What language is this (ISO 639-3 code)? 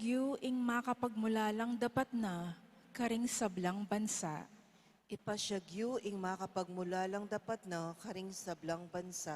pam